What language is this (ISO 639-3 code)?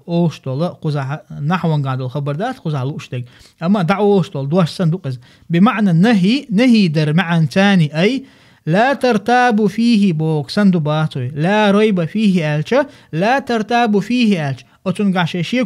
che